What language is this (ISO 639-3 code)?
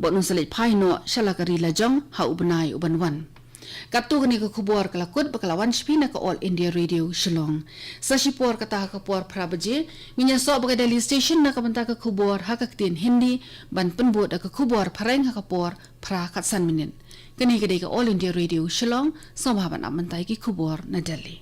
kha